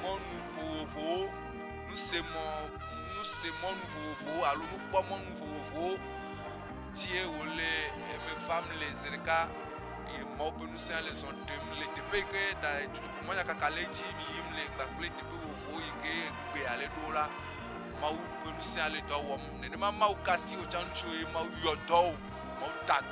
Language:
Ewe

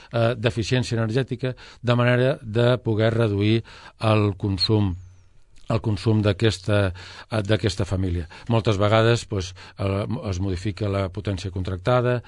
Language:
Catalan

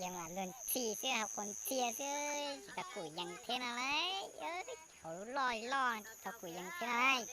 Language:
Hmong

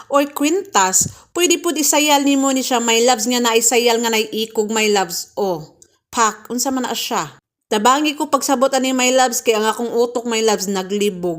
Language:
Cebuano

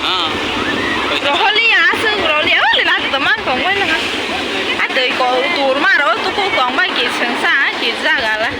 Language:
Kok Borok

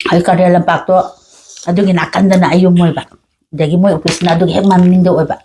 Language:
Manipuri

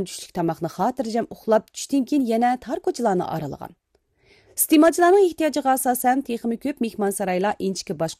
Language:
Uyghur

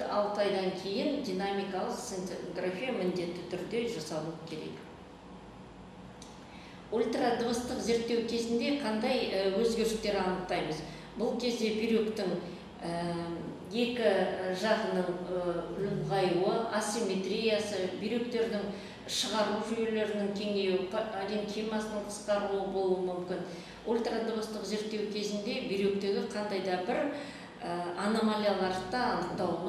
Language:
Kazakh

